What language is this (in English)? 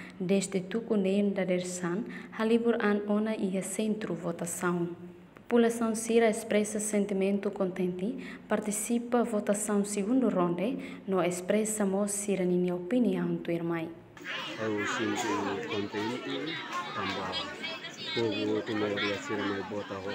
Tetum